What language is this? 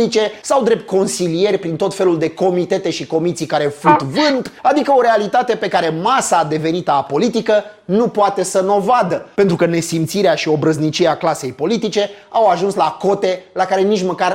Romanian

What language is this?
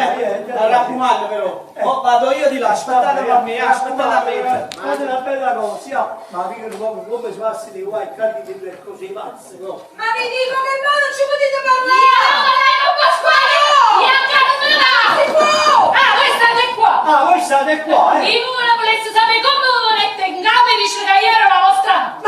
Neapolitan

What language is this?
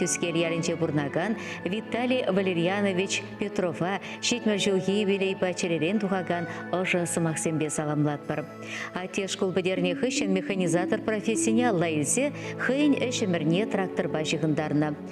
Chuvash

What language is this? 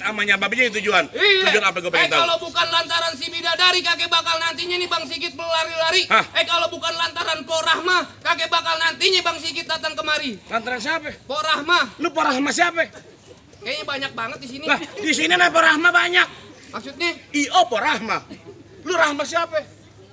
Betawi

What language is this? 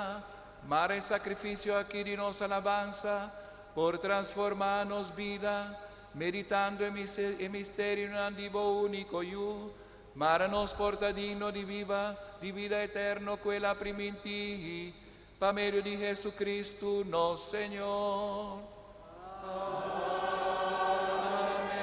Papiamento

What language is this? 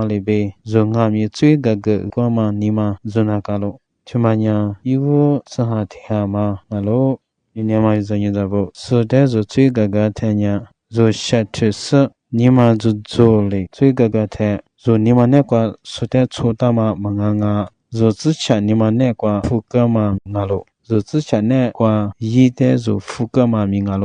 Lisu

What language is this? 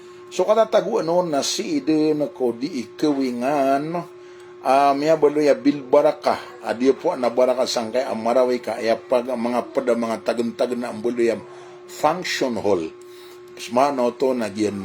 Maranao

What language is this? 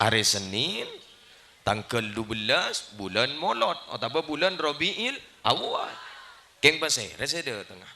Madurese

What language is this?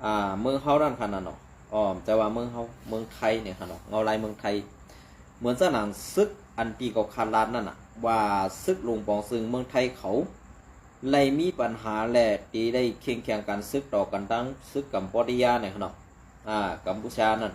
Shan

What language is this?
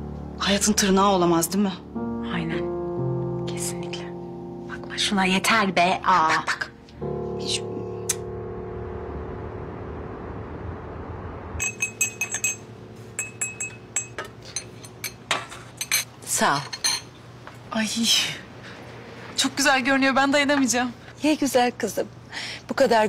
Turkish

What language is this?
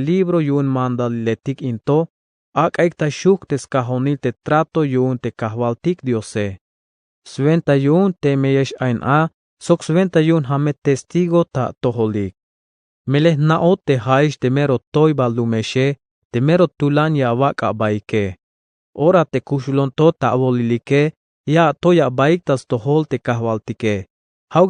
Tzeltal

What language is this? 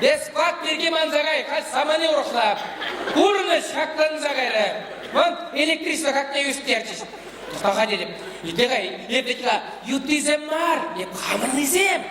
Chuvash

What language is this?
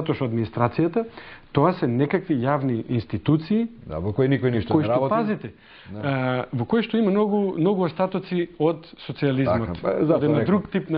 Macedonian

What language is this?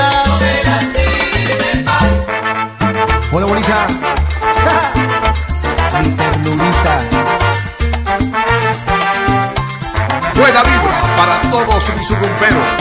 Spanish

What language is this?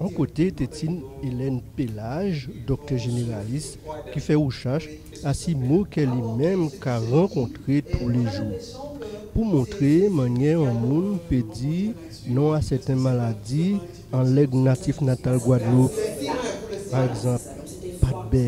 Guadeloupean Creole French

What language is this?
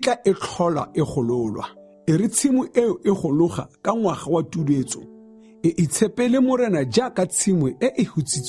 Tswana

